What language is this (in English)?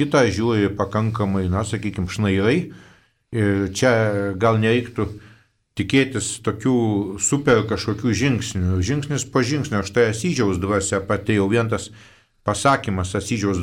Lithuanian